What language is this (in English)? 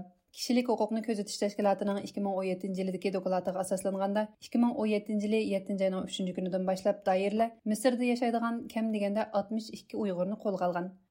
Uyghur